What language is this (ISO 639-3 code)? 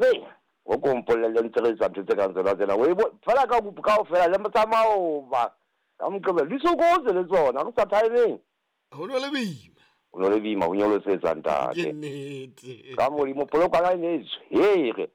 sot